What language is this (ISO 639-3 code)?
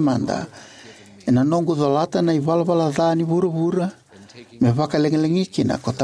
fij